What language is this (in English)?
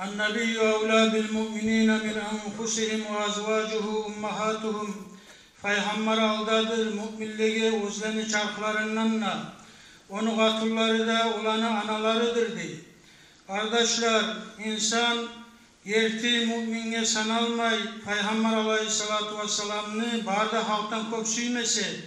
Kumyk